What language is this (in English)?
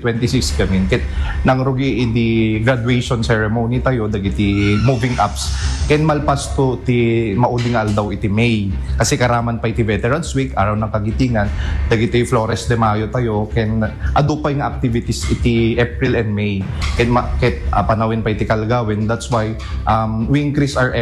Iloko